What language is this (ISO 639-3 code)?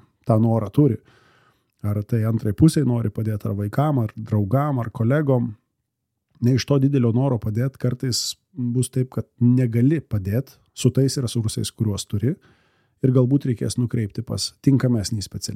lit